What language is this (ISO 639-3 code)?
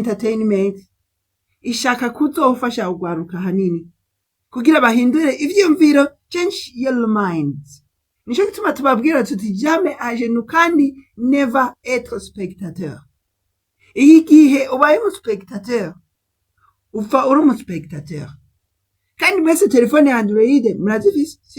run